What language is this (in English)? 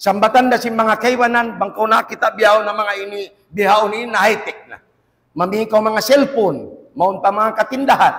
Tausug